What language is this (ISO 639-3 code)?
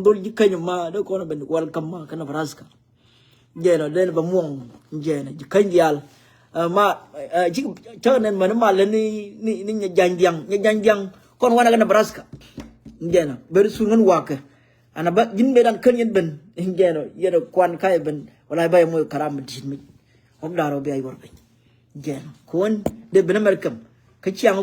nus